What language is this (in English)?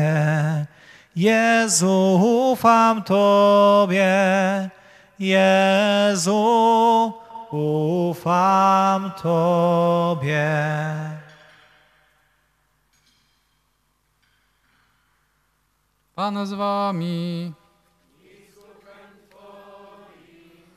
Polish